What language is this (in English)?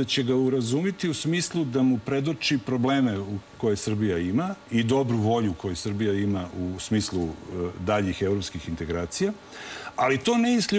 Serbian